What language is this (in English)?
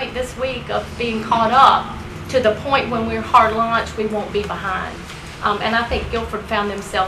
English